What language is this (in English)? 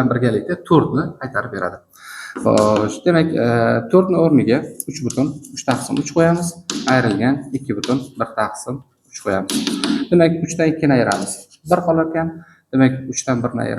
Uzbek